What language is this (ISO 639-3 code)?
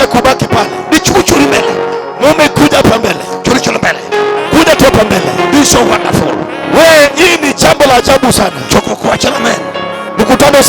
luo